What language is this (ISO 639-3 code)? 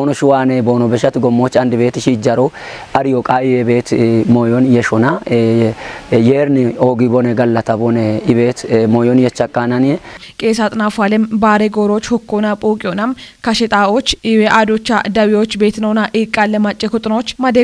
kbr